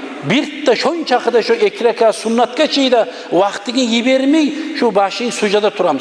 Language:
Kumyk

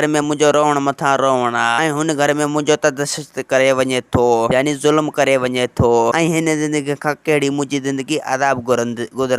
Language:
Sindhi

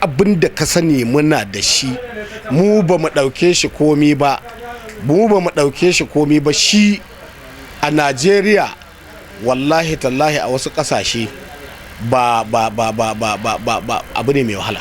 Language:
Hausa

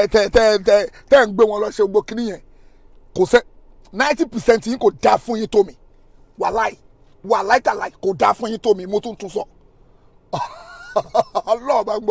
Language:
Yoruba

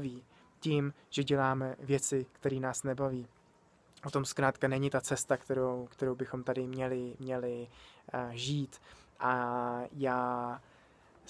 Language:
Czech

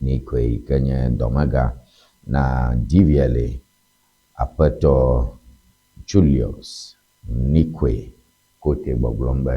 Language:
Ewe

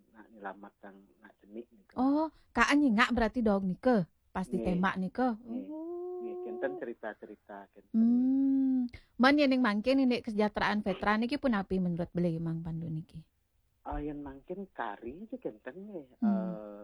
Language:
Balinese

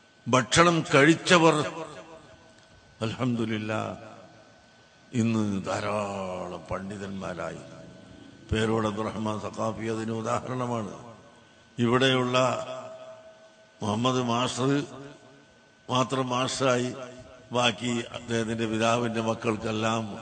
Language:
Malayalam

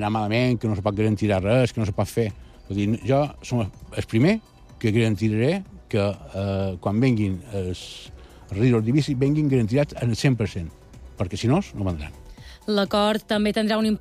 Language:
Catalan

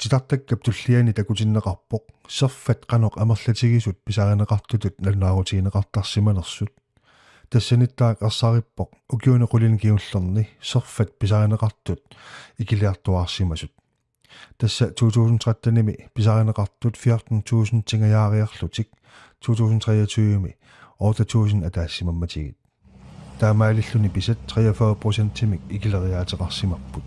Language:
Kalaallisut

